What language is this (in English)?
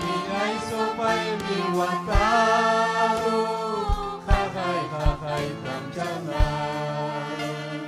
Ayacucho Quechua